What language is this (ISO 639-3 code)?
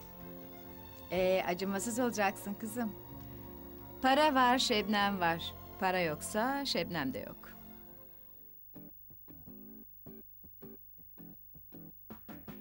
tur